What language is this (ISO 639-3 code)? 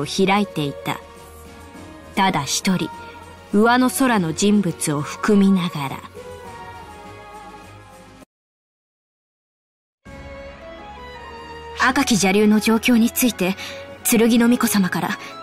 jpn